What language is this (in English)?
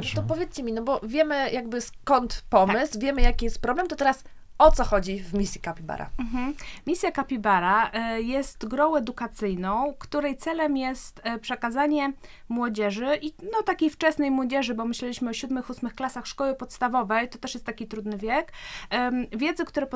Polish